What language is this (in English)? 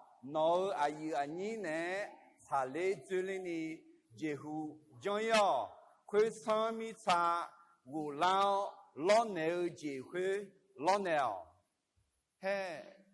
Akha